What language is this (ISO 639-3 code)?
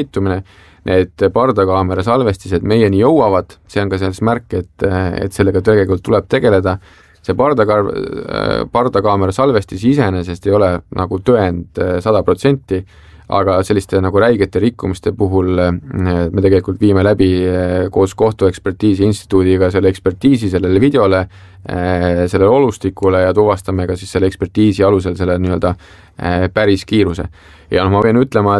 est